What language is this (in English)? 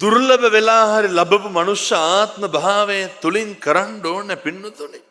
Sinhala